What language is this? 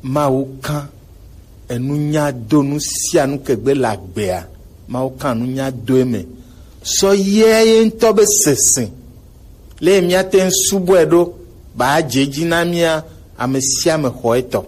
Gen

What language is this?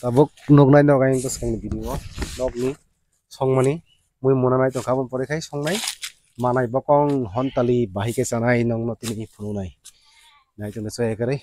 Kok Borok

